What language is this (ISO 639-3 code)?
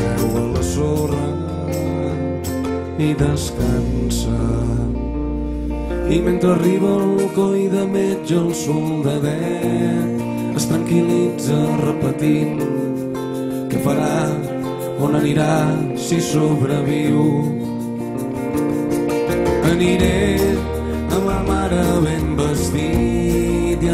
cat